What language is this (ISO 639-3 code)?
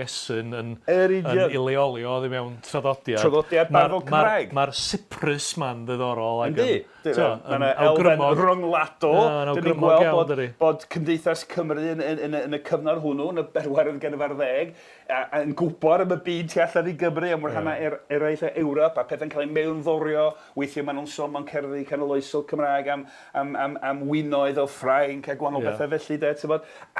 cym